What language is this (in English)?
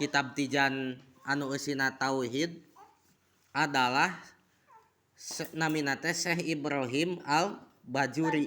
Sundanese